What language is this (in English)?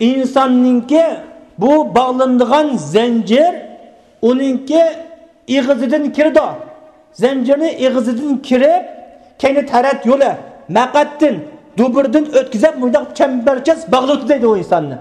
Uyghur